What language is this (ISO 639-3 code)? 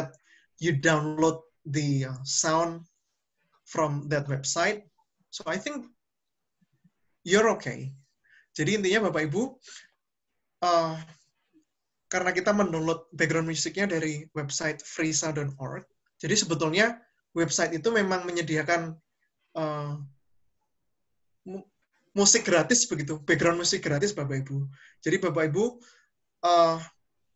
ind